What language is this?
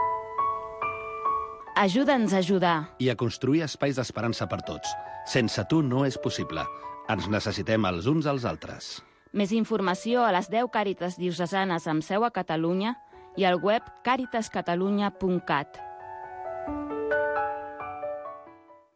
Catalan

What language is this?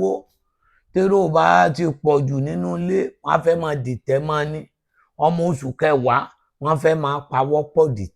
Yoruba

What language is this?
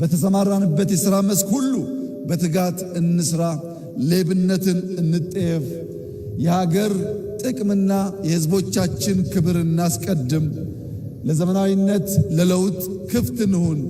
Amharic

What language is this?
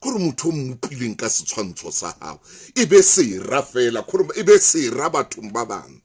Southern Sotho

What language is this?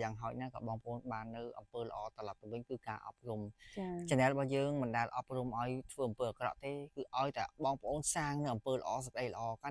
Khmer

